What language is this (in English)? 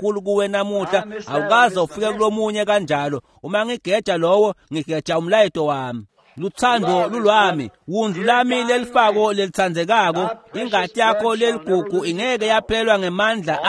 Swati